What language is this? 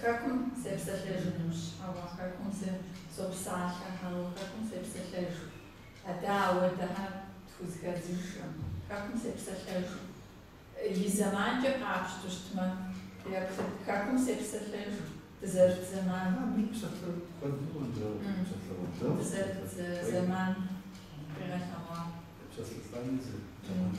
Kabardian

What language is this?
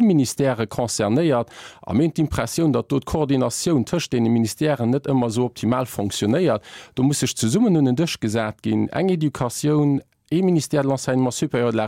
Luxembourgish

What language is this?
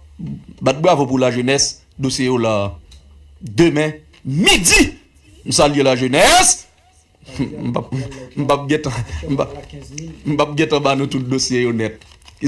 Haitian Creole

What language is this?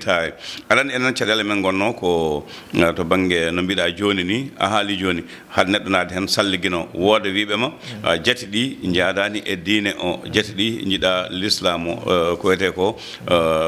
Fula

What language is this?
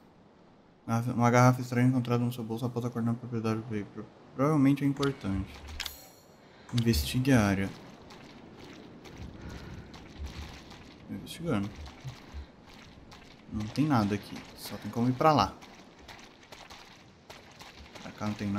Portuguese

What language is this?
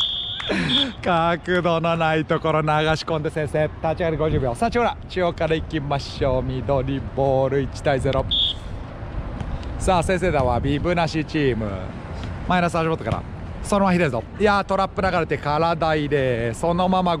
Japanese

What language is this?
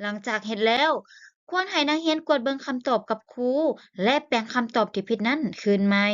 Lao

